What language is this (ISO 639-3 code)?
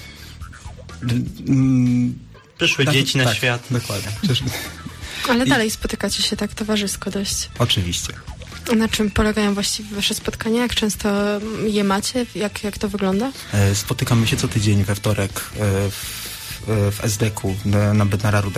pol